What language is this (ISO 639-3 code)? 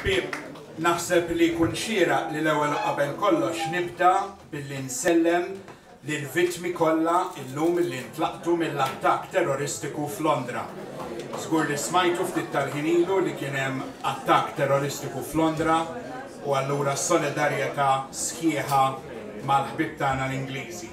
mlt